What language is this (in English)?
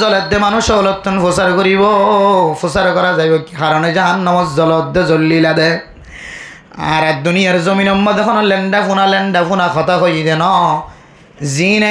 Rohingya